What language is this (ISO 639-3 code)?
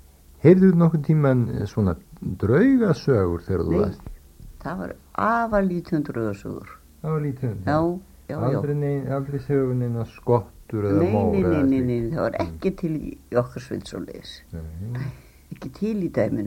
isl